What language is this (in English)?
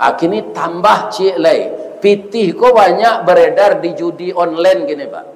Minangkabau